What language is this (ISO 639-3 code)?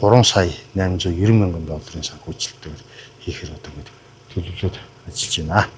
mon